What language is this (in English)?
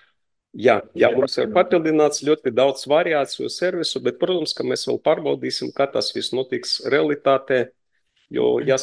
Latvian